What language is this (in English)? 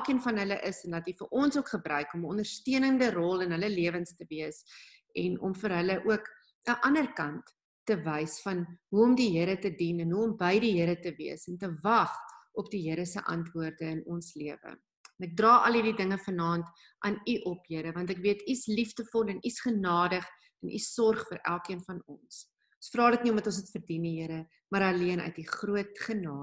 Afrikaans